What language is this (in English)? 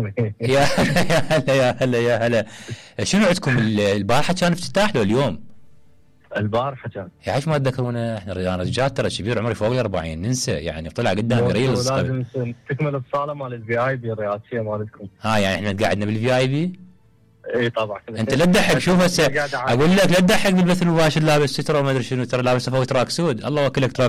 Mesopotamian Arabic